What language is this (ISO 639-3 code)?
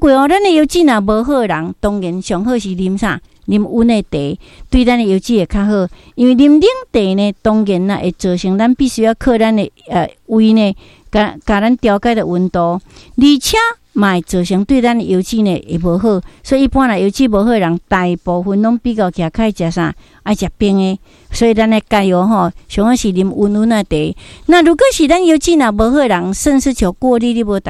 nan